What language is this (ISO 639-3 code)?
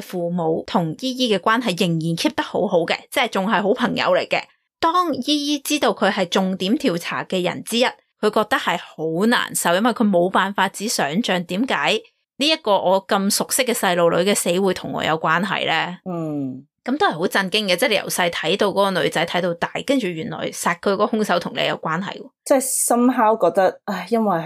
yue